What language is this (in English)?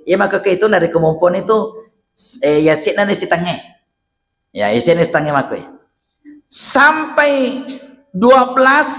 Buginese